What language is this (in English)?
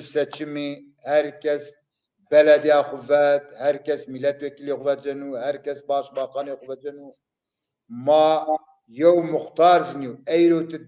Zaza